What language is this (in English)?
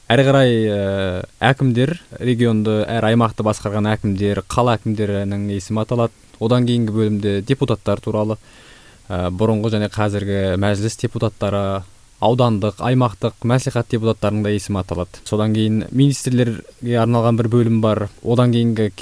Kazakh